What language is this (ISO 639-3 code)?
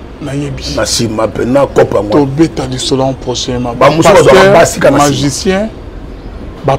lin